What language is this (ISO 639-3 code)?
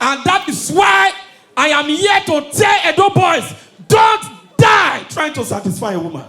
pcm